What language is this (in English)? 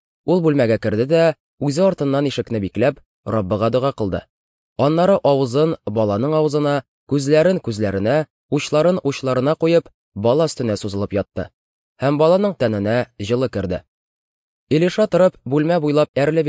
Tatar